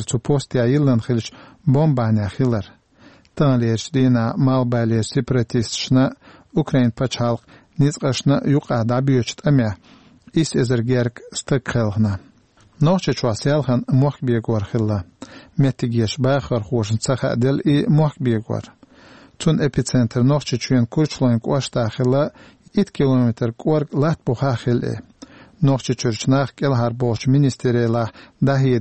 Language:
Chechen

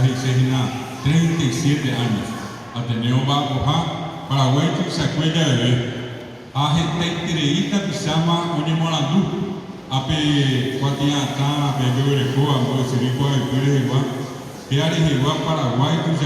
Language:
Guarani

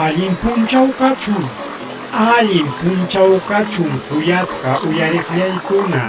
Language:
Ayacucho Quechua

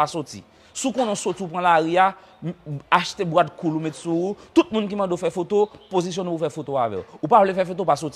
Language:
Haitian Creole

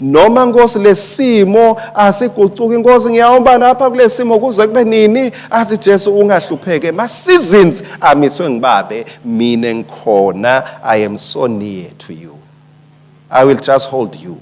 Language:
Swati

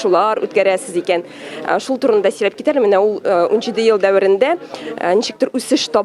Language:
Tatar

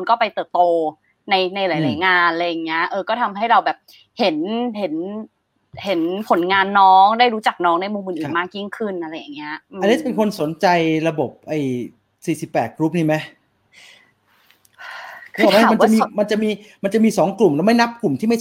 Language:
Thai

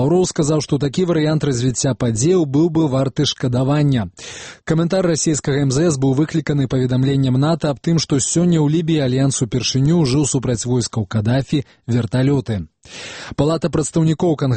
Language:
Belarusian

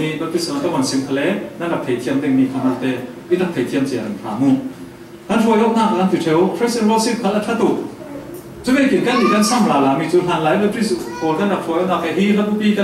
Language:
Falam Chin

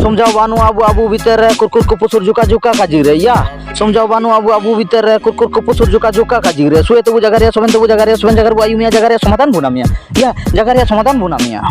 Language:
Ho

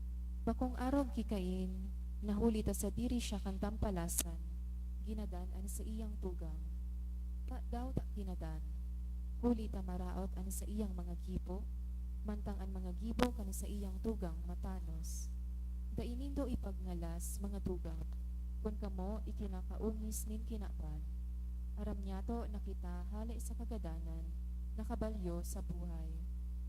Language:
Bikol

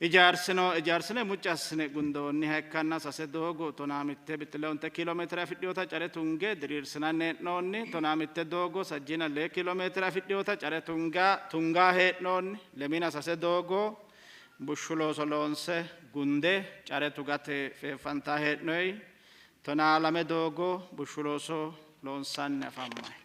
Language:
Sidamo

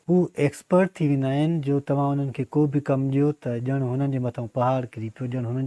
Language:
Sindhi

